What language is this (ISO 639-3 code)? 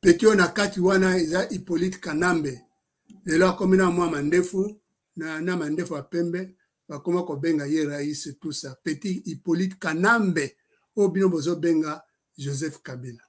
lin